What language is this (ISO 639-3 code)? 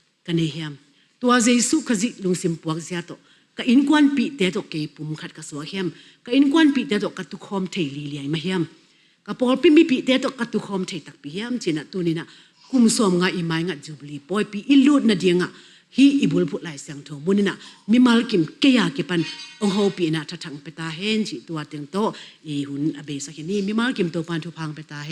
ctd